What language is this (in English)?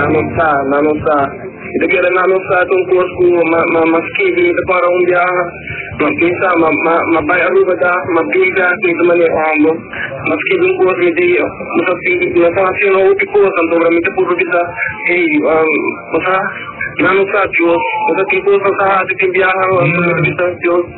Papiamento